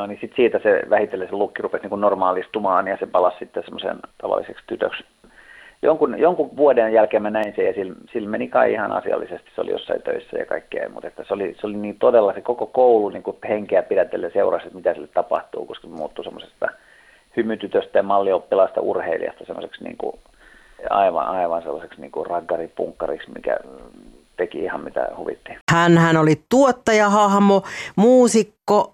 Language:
Finnish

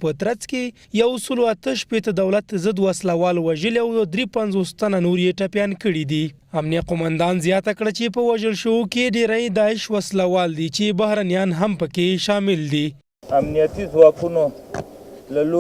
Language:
Pashto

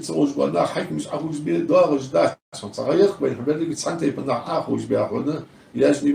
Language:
Ingush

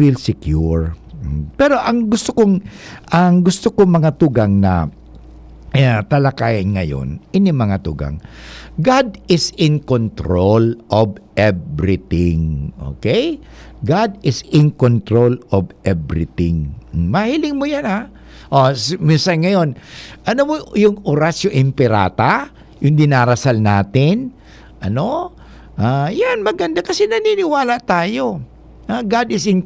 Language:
Bikol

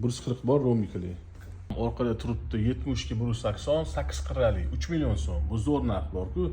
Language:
Uzbek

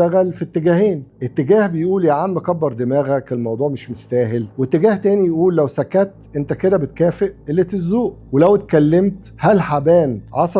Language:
Egyptian Arabic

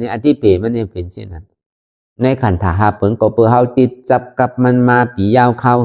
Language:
Shan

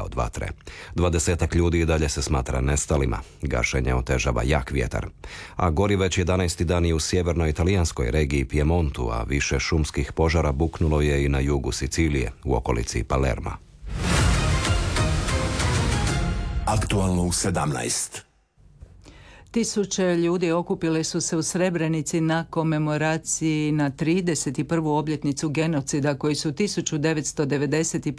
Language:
Croatian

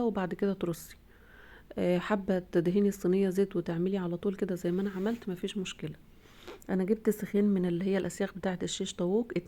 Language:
Egyptian Arabic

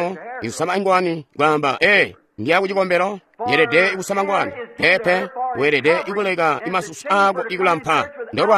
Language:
Tonga (Zambia)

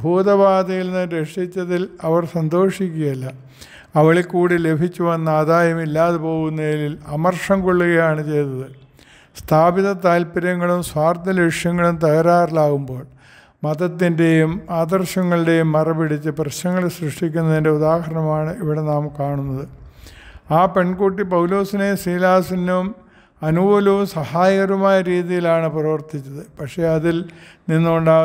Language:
Malayalam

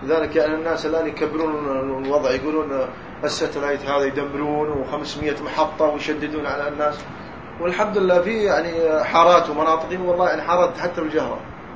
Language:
Arabic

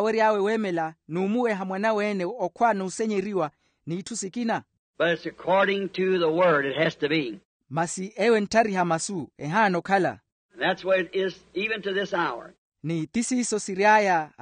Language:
Makhuwa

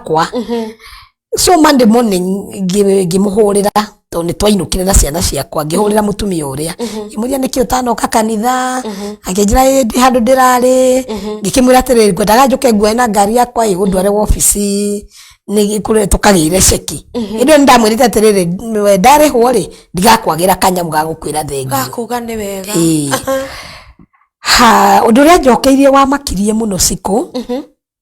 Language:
Kikuyu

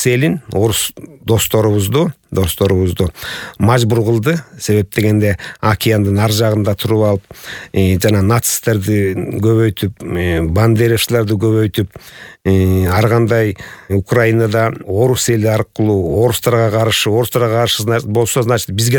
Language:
Kyrgyz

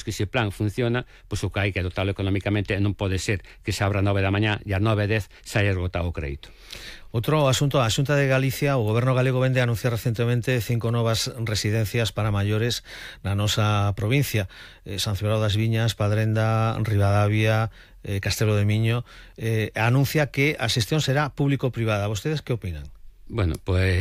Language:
Galician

